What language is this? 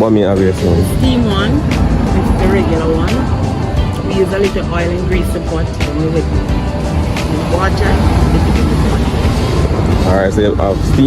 Jamaican Creole English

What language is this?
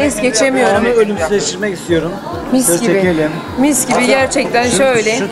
Turkish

